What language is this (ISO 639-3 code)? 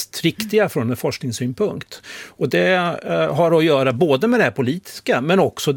swe